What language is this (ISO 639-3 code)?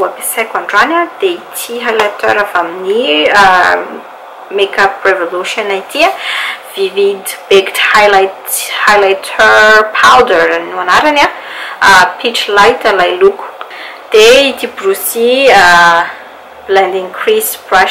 mlg